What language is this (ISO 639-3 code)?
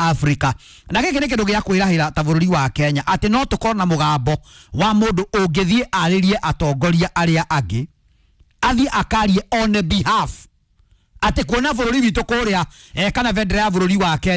kik